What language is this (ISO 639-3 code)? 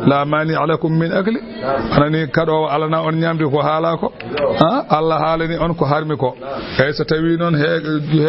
ful